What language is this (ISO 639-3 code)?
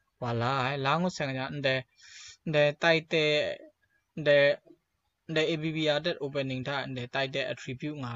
kac